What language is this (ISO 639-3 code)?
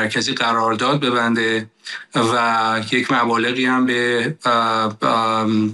fas